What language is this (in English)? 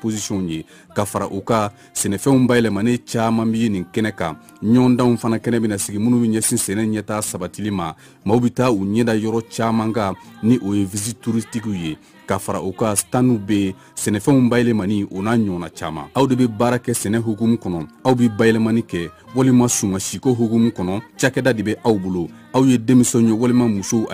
Bambara